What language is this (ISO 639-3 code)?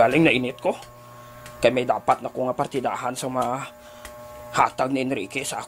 hil